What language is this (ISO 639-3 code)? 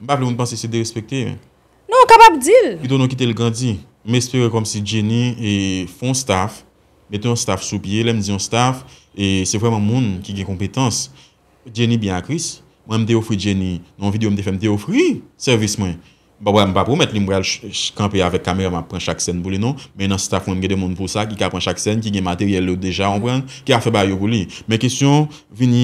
hat